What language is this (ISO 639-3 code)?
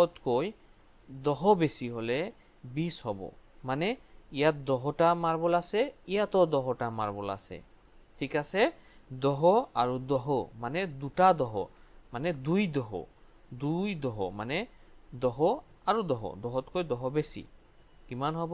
asm